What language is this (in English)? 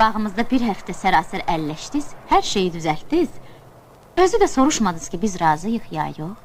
Azerbaijani